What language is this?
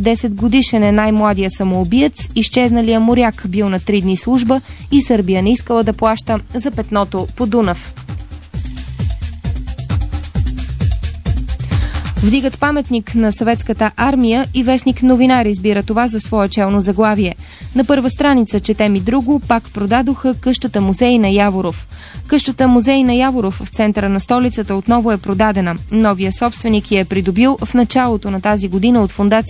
Bulgarian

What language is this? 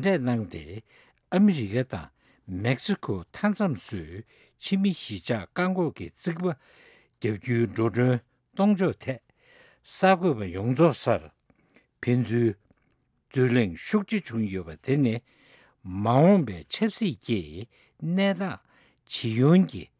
Tibetan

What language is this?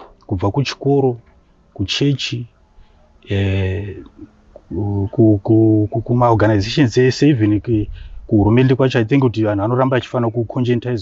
Shona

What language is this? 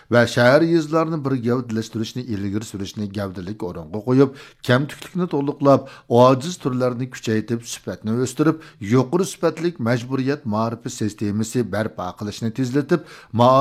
Uyghur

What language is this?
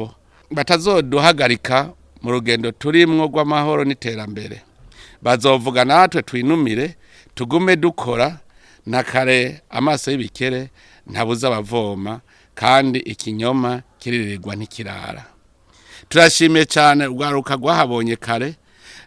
Rundi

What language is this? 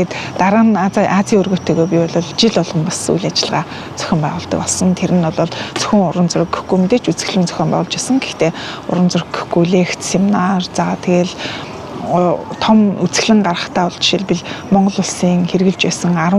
Mongolian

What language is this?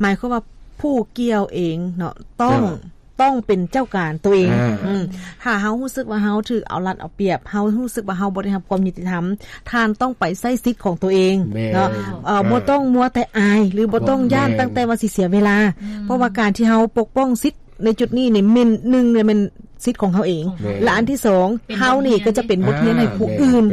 Lao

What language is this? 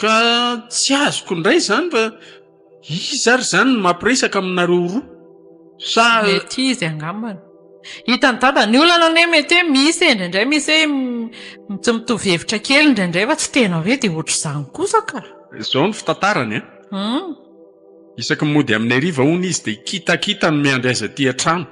Malagasy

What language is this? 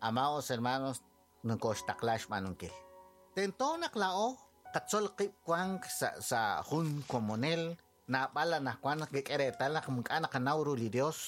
Kekchí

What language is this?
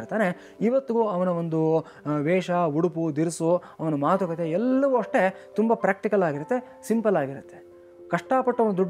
Kannada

